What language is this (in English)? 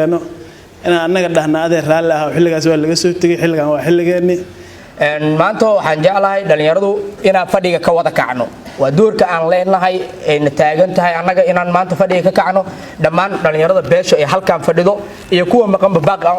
Somali